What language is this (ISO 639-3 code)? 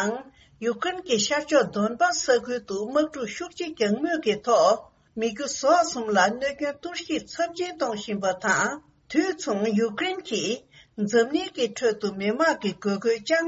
bod